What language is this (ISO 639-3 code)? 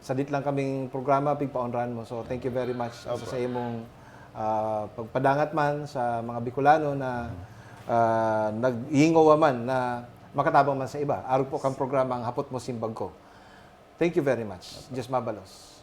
bik